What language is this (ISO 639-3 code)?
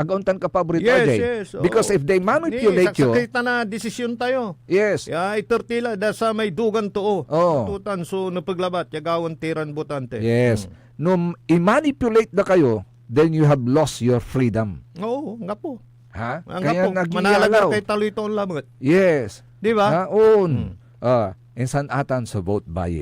pag